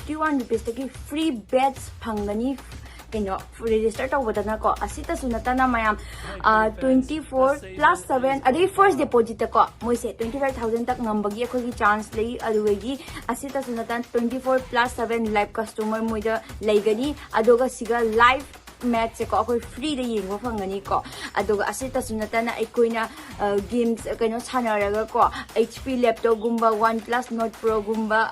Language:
Manipuri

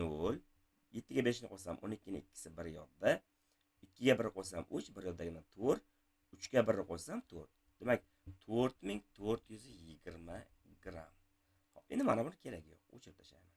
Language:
Uzbek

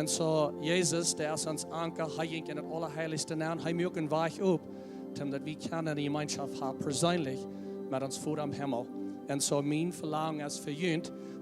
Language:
Plautdietsch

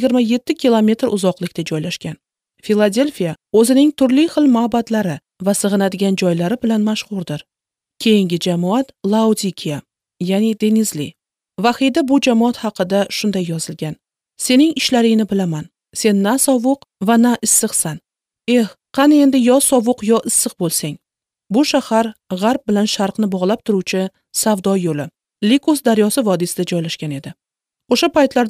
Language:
Uzbek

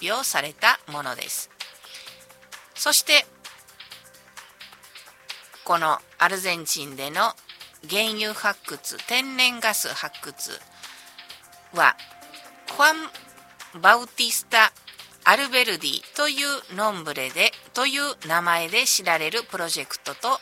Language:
Japanese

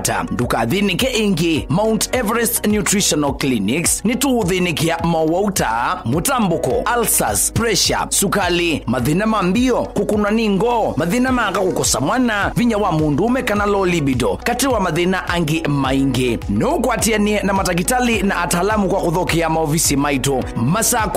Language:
Kamba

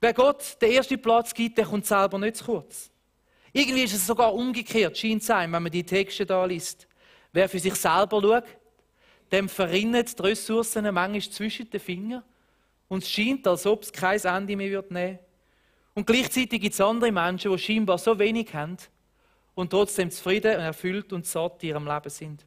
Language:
Swiss German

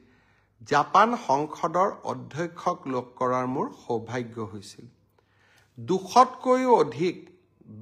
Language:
Assamese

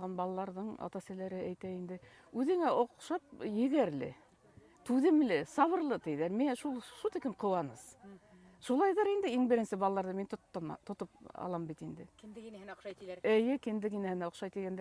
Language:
Bashkir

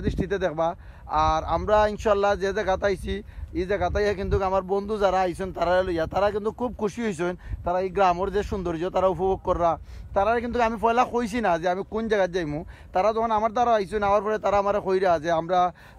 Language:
Sylheti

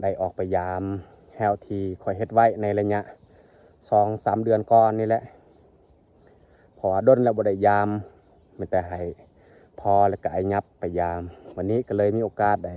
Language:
Lao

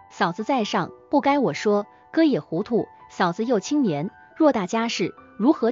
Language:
Chinese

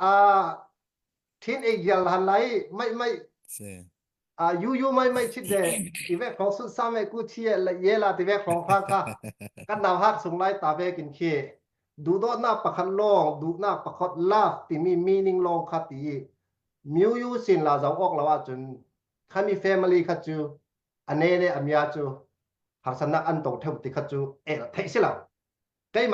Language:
Falam Chin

